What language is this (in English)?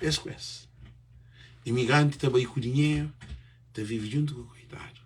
Kabuverdianu